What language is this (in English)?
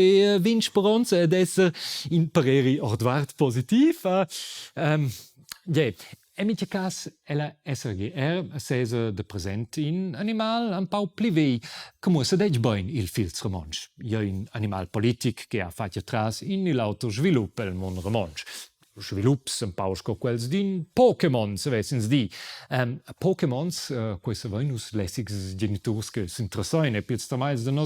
Romansh